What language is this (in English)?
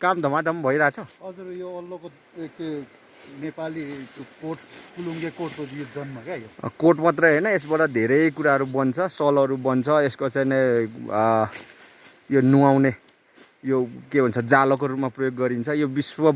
Nepali